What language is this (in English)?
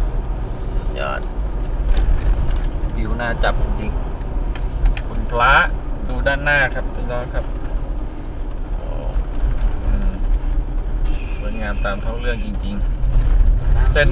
Thai